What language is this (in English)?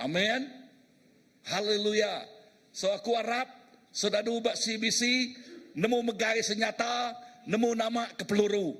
Iban